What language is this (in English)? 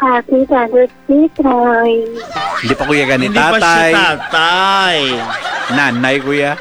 Hiligaynon